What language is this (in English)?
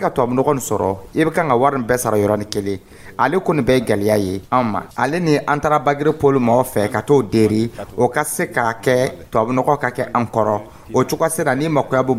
Dyula